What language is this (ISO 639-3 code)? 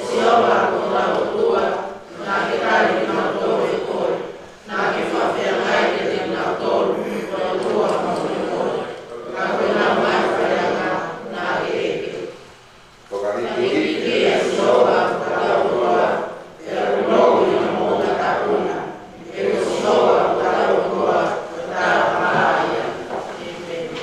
ton